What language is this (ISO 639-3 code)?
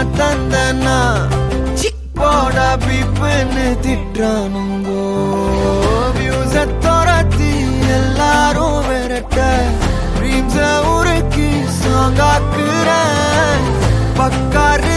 tam